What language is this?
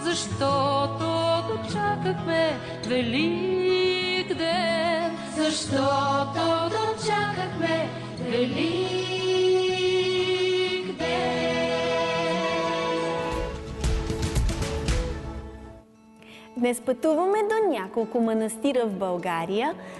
Bulgarian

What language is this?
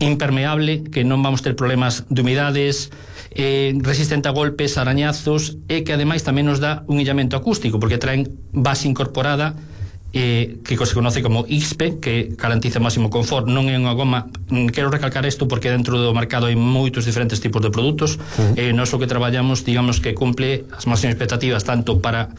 Galician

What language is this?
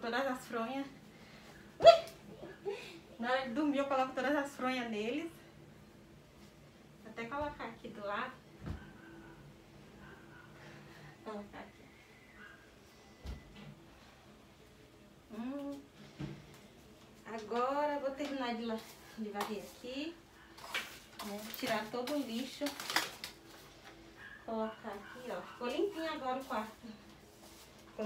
Portuguese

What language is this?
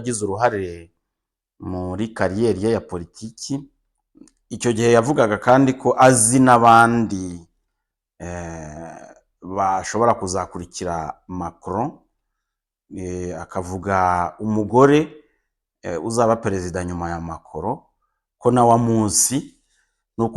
Kinyarwanda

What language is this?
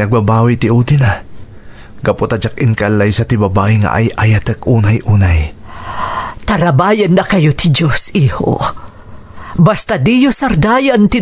Iloko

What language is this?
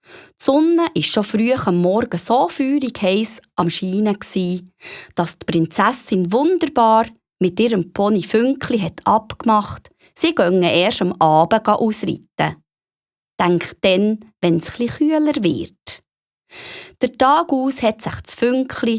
Swiss German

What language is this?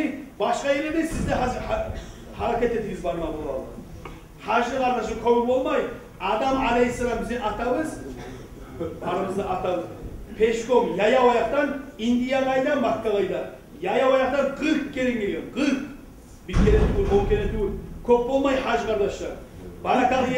Kumyk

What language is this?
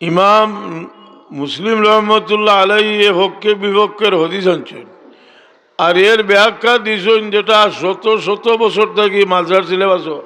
Sylheti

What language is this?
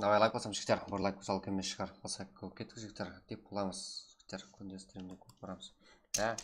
Kara-Kalpak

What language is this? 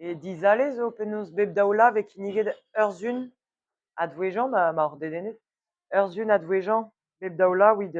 Breton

